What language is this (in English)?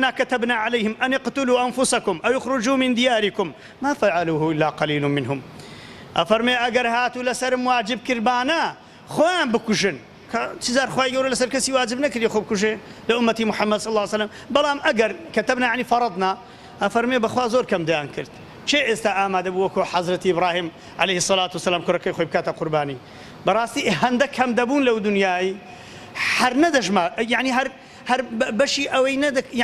Central Kurdish